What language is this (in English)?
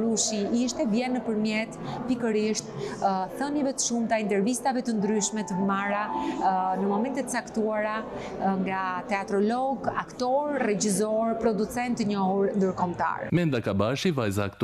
Albanian